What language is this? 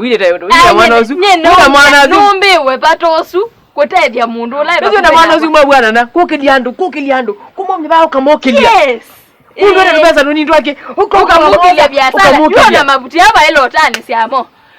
Kamba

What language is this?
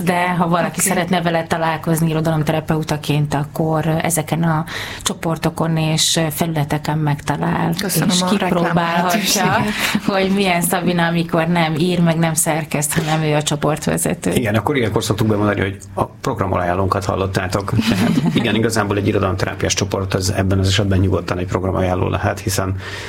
Hungarian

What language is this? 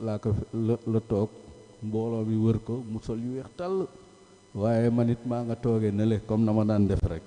Wolof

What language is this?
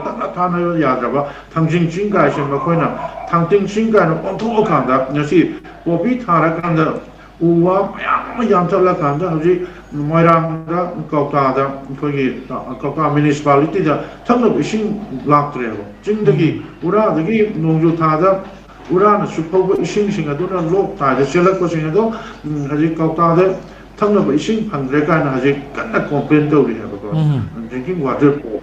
Manipuri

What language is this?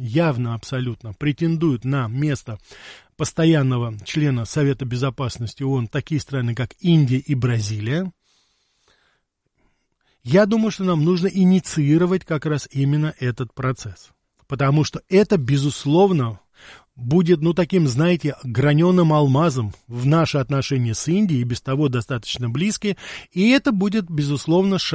Russian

